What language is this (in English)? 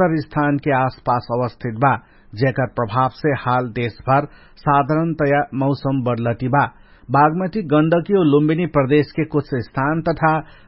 Dangaura Tharu